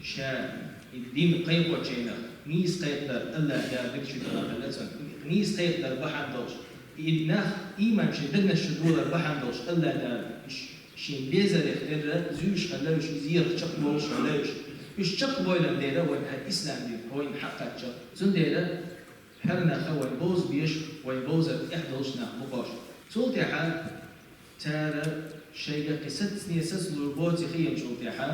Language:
Chechen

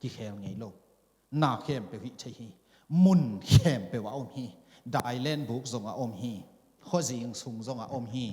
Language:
Tedim Chin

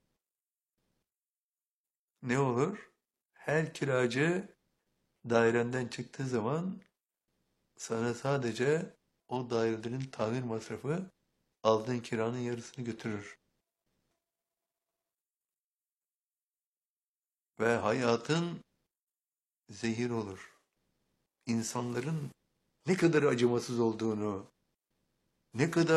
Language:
Turkish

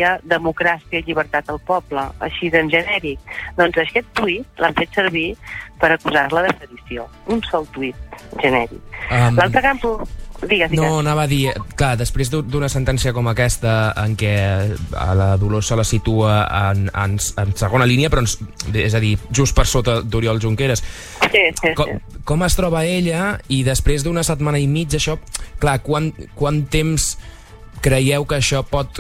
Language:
Catalan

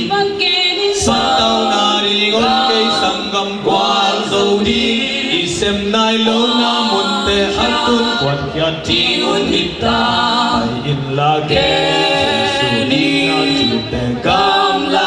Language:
Tedim Chin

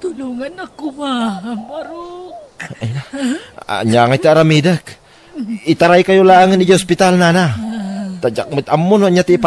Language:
Iloko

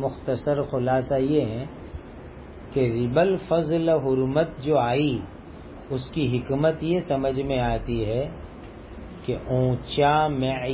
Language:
Urdu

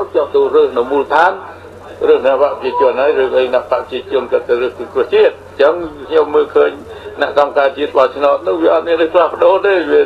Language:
Khmer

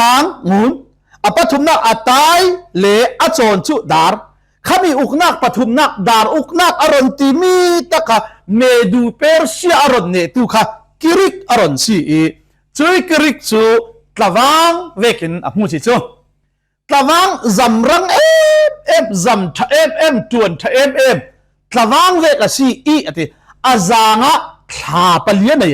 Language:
Falam Chin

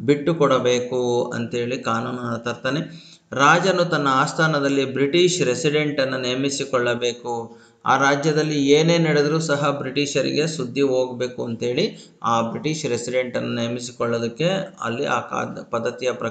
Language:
Kannada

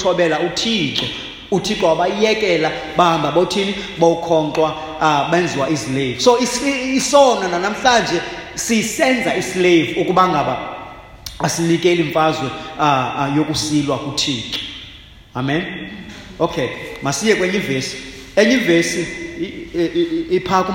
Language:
Xhosa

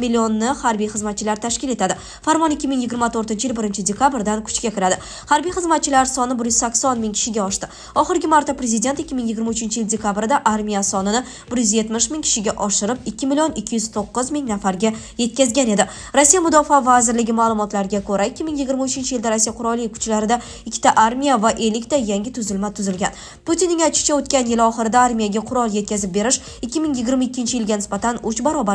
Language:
Uzbek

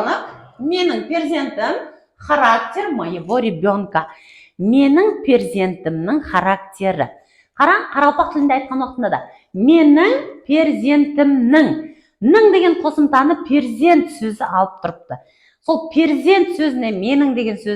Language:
Kara-Kalpak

